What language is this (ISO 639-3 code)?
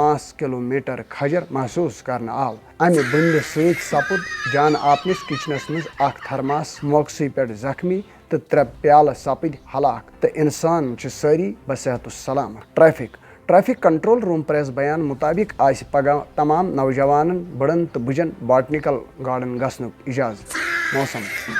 kas